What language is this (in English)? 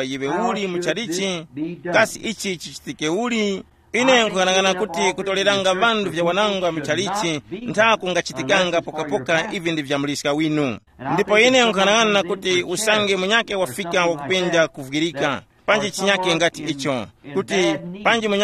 Tumbuka